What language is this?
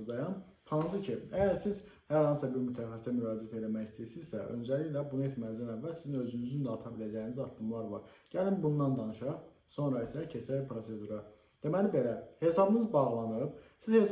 Azerbaijani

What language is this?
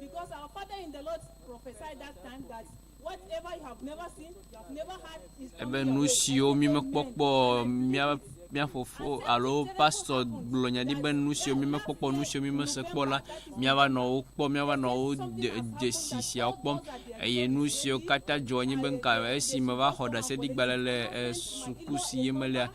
Ewe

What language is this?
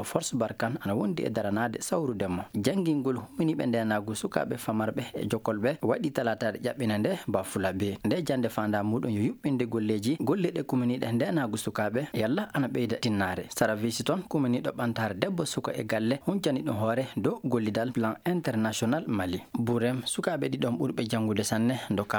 Fula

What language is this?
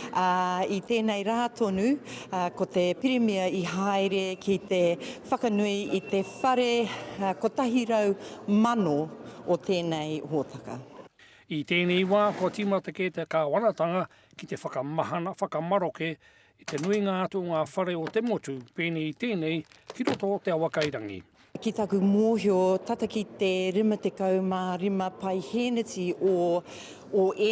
Māori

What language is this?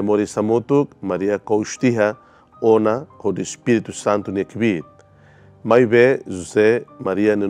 Tetum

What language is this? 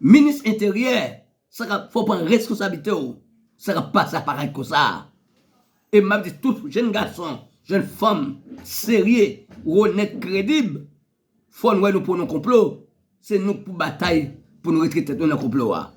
Haitian Creole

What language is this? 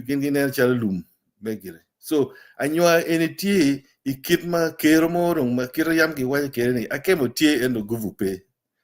Acoli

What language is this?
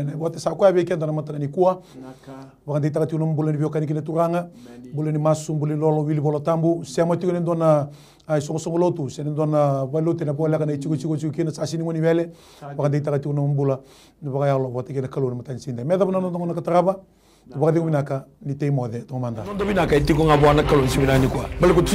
Fijian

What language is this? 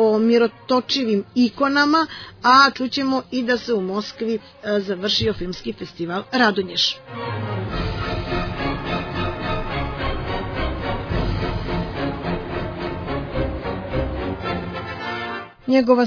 Serbian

